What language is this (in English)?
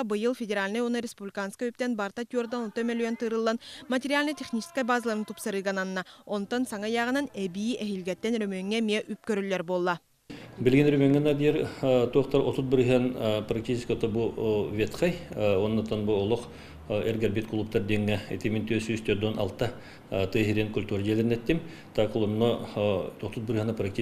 Yakut